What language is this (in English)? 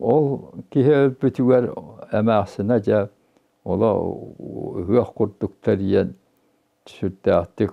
Yakut